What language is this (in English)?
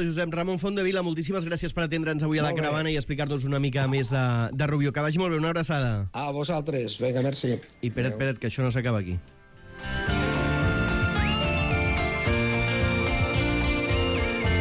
Catalan